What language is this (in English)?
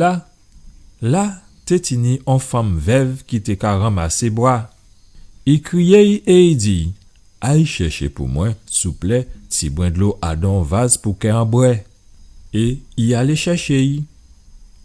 Guadeloupean Creole French